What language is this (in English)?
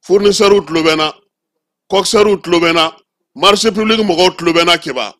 Bambara